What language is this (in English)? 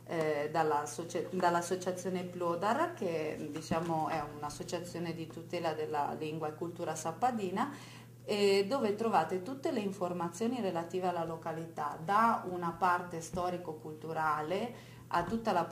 Italian